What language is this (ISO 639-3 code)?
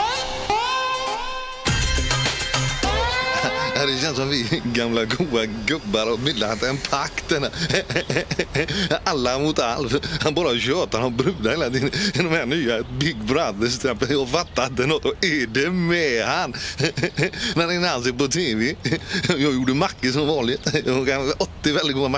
swe